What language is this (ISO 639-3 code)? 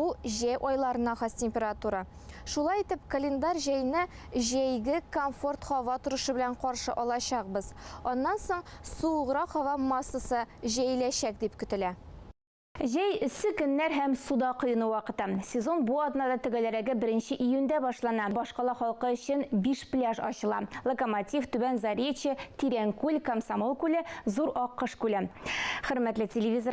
tat